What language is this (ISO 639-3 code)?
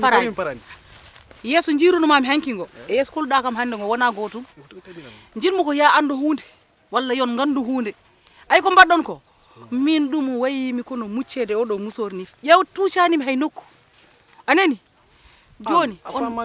ful